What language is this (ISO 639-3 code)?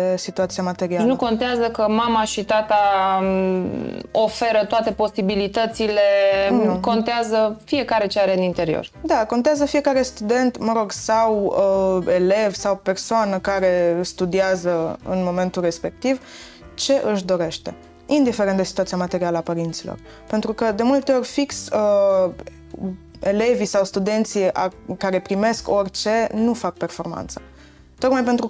ron